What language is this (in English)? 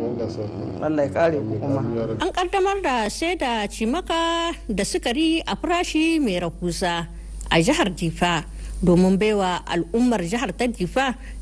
Hausa